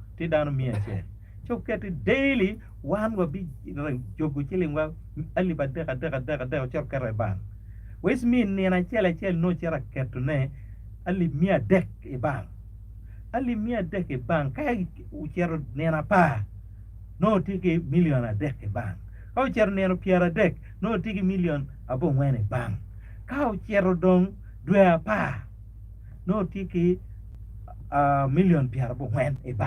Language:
Acoli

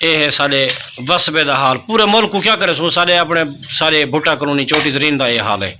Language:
Saraiki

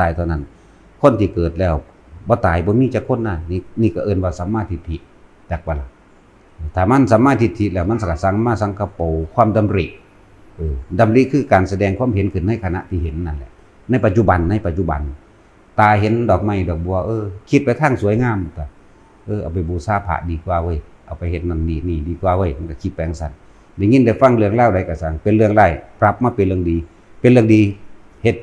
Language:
Northeastern Thai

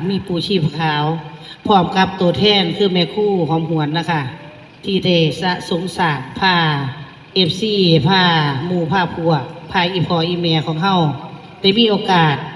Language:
Northeastern Thai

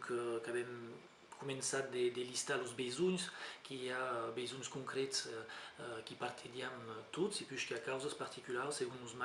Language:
Occitan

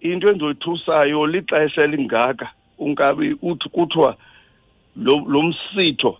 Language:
Xhosa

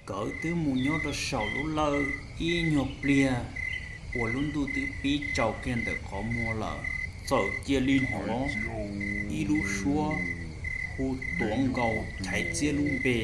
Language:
Hmong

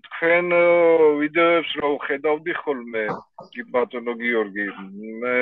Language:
Georgian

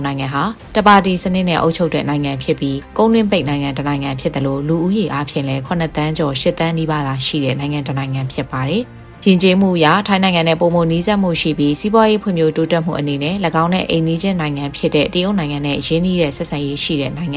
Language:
Burmese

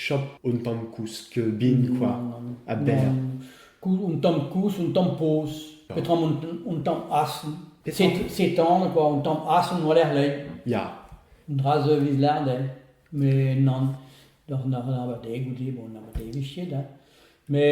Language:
Breton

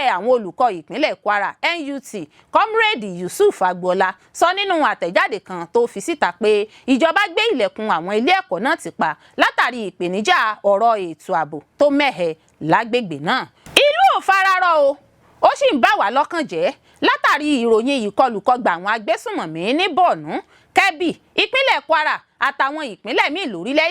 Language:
Yoruba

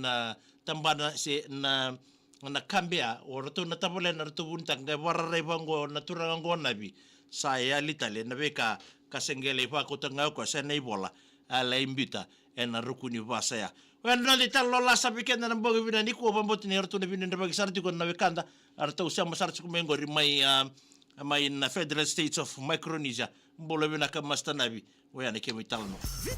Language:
Fijian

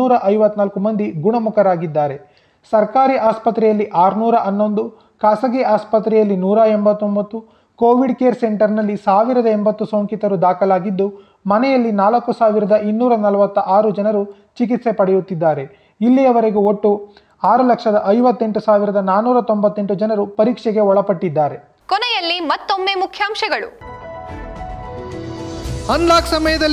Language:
Kannada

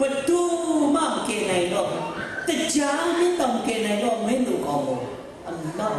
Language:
Kachin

